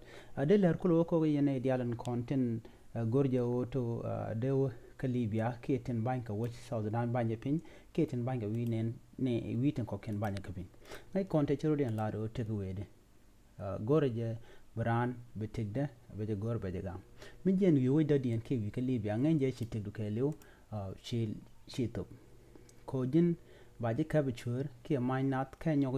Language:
Nuer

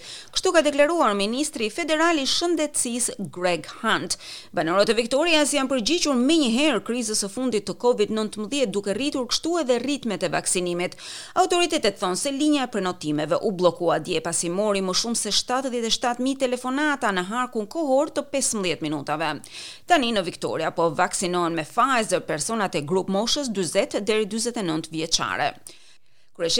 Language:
Albanian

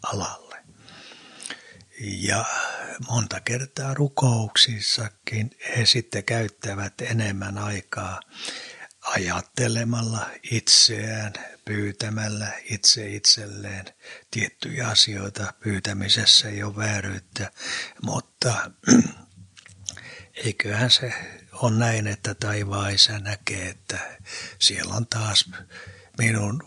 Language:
Finnish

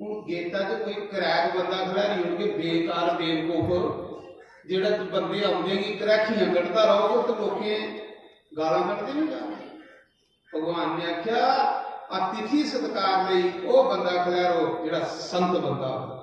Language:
Dogri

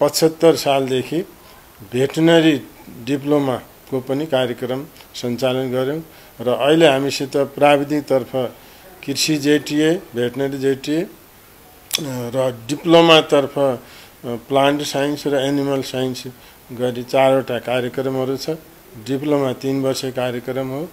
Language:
Nepali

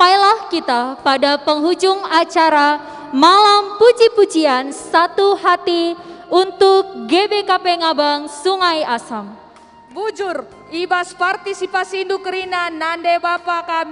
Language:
Batak Karo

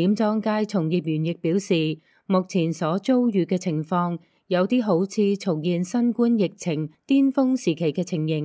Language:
Cantonese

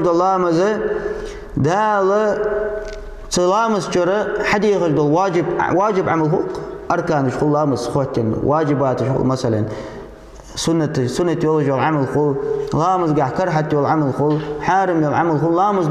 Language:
Ingush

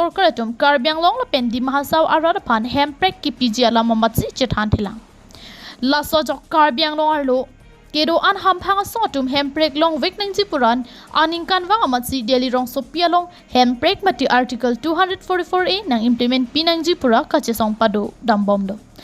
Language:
Karbi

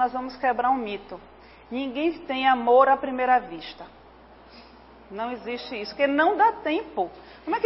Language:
Portuguese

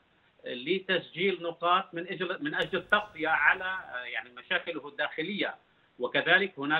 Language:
Arabic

